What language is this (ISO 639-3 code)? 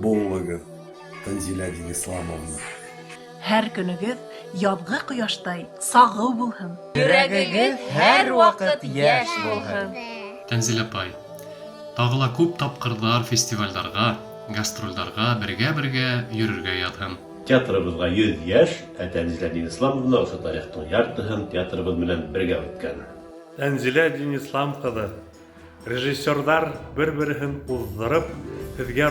bak